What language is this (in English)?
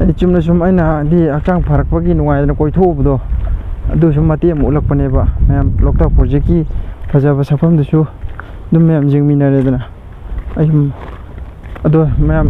Manipuri